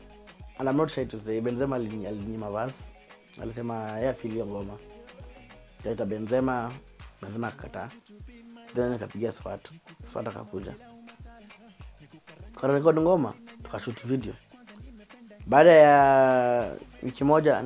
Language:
Swahili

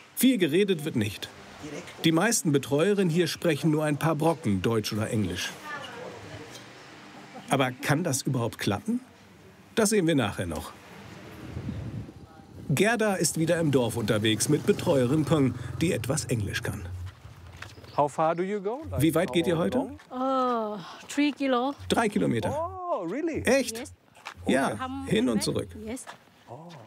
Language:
German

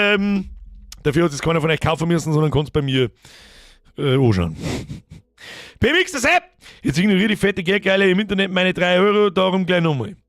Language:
Bavarian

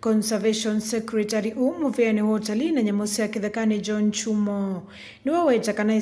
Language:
Kamba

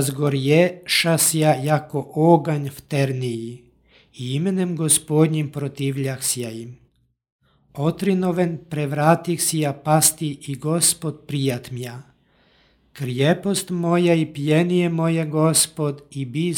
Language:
Serbian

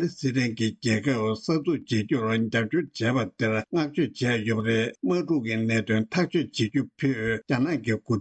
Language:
Tibetan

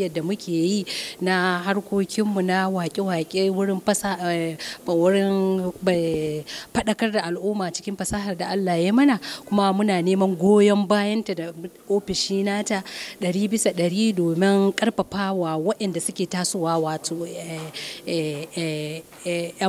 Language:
Hausa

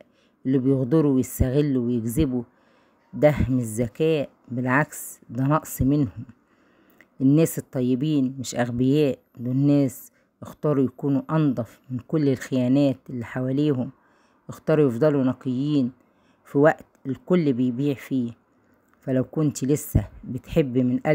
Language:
Egyptian Arabic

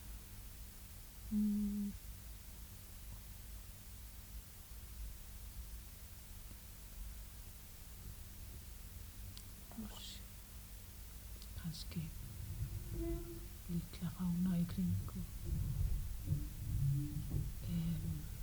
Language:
Icelandic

